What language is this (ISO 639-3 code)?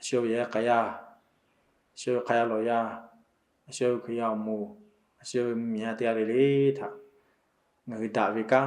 lhu